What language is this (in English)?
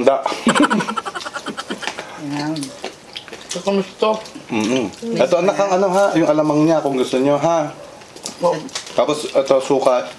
Filipino